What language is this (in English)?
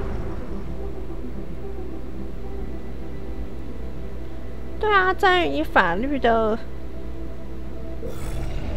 Chinese